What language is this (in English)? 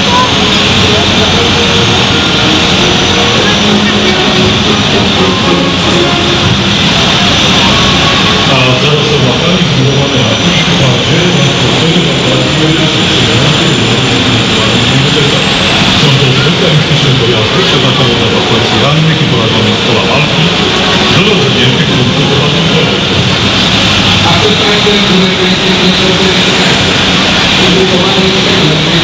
Polish